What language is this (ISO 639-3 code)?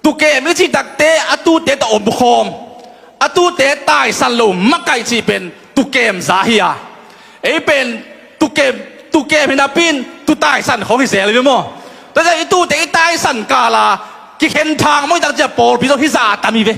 ctd